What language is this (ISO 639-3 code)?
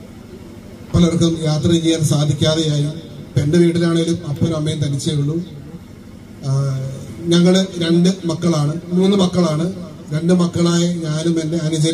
mal